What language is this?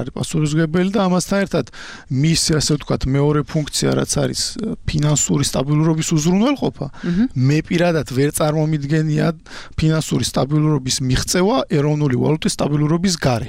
Georgian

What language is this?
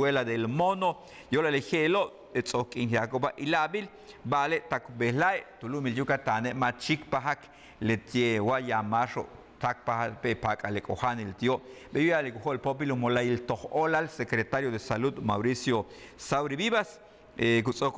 Yucateco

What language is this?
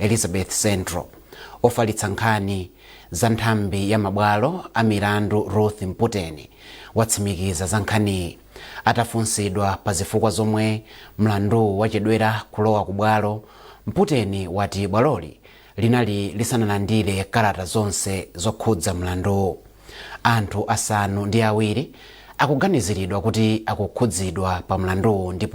Nyanja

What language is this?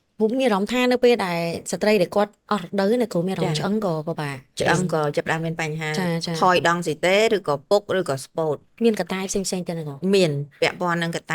Khmer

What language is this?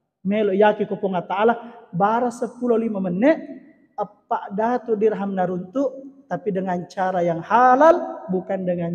Buginese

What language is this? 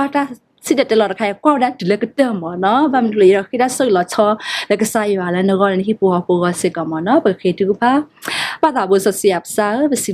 S'gaw Karen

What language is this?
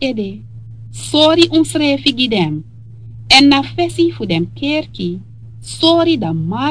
Sranan Tongo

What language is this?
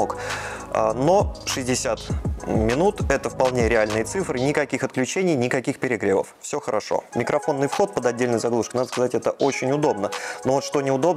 Russian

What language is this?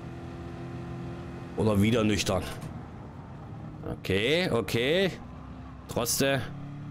German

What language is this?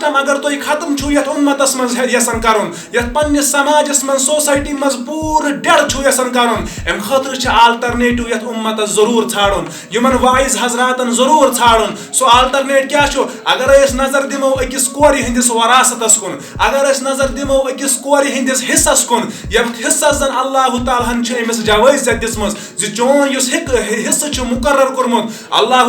Kashmiri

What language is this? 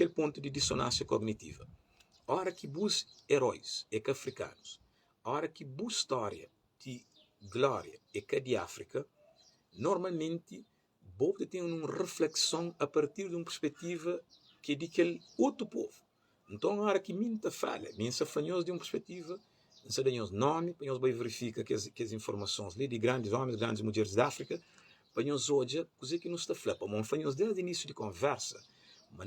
Kabuverdianu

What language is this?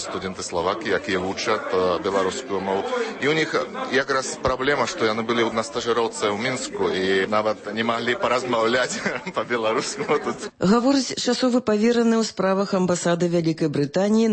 Belarusian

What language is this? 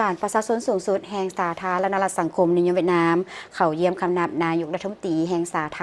Lao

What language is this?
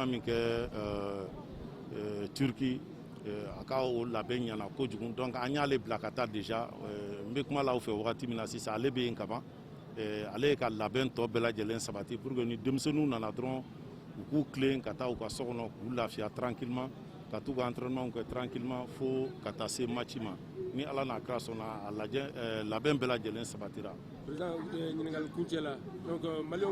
Bambara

